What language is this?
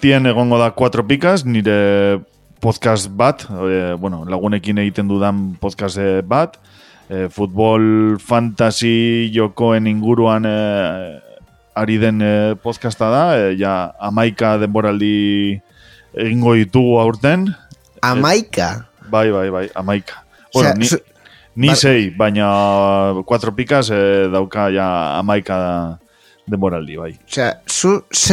Basque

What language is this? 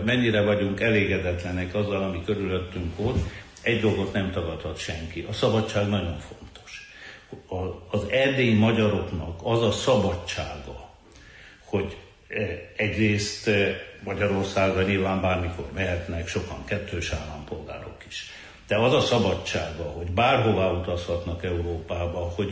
Hungarian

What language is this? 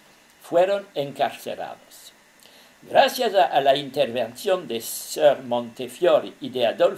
Ladino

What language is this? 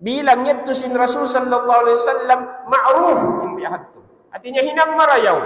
Tausug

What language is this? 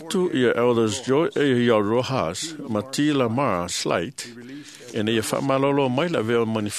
Samoan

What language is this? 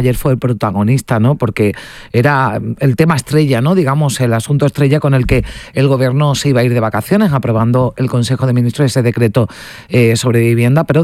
Spanish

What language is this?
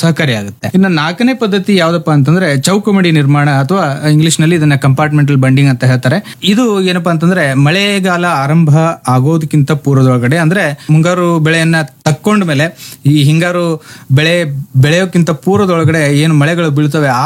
Kannada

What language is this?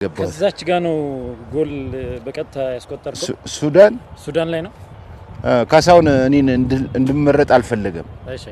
Amharic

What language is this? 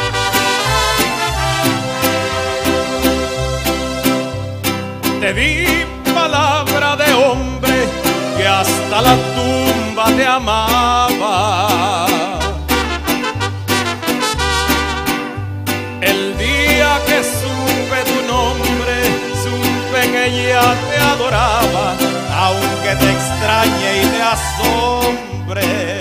Spanish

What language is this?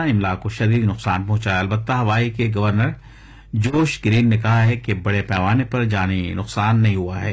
Urdu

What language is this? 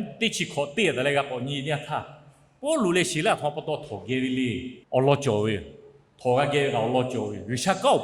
Lahu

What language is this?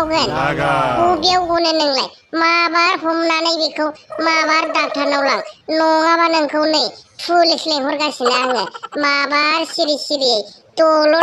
Bodo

